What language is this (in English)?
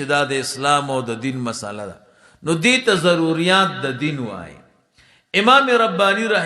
Pashto